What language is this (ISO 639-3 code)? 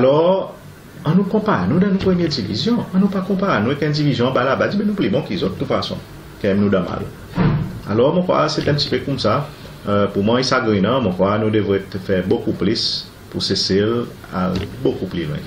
crs